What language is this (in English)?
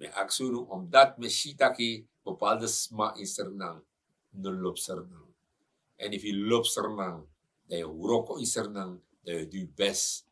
Sranan Tongo